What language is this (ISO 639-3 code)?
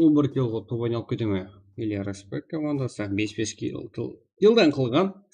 kaa